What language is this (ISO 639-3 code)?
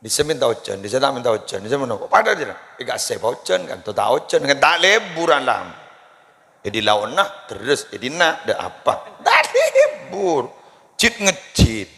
mad